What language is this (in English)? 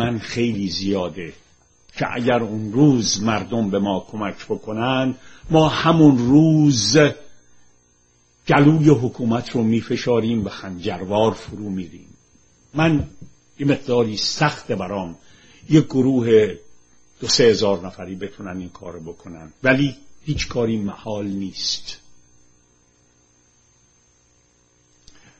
Persian